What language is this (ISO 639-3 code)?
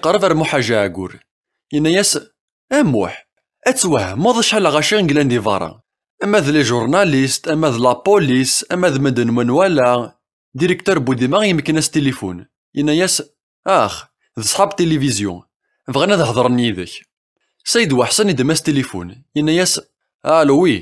kab